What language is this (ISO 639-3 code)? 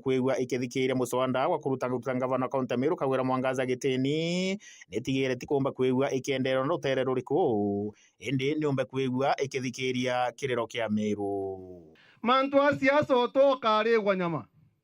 mer